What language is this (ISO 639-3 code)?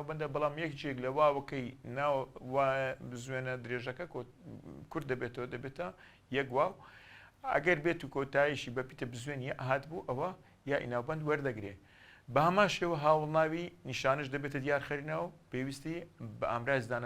ckb